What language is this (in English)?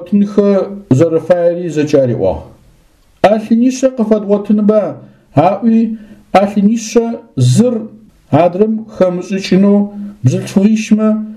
Adyghe